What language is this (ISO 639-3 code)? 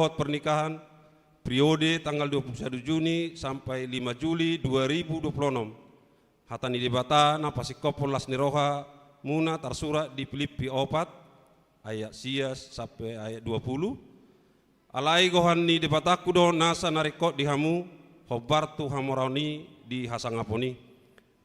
bbc